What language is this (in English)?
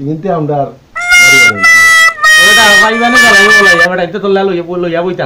Sylheti